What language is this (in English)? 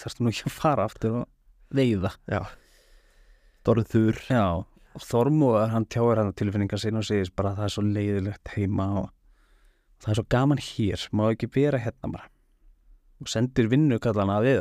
Icelandic